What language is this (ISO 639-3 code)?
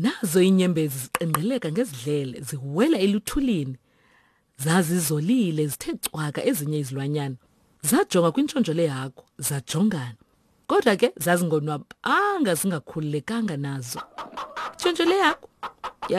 xho